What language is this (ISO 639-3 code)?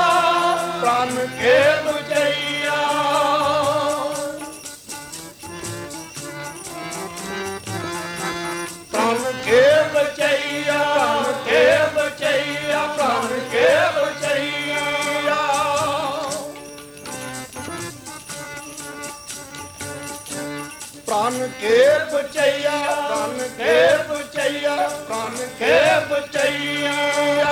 pan